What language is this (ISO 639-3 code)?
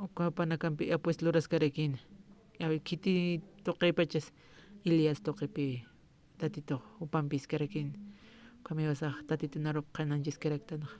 aym